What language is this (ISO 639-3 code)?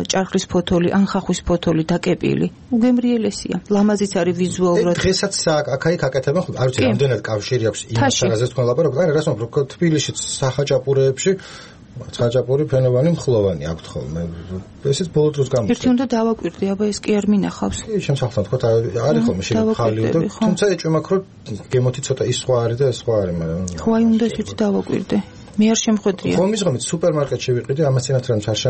kat